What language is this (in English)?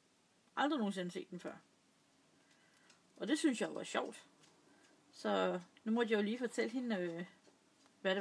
Danish